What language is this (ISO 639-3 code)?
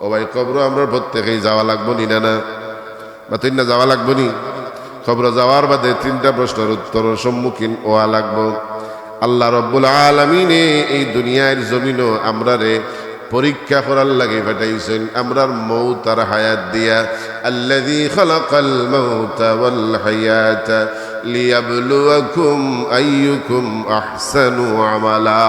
syl